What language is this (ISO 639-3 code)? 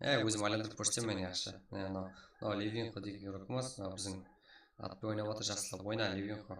kaa